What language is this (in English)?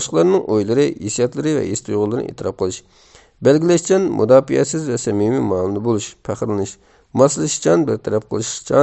Uyghur